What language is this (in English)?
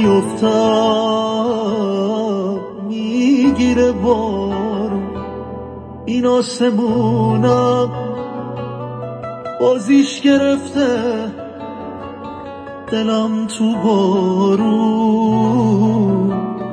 Persian